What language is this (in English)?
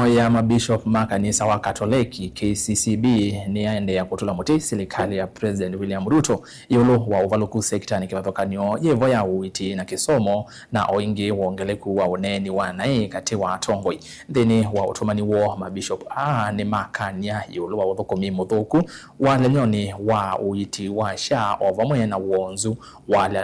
Kamba